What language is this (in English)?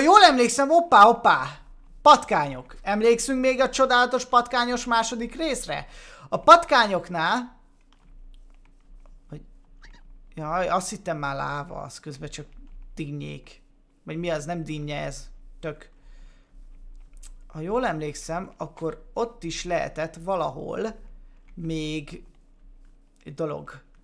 Hungarian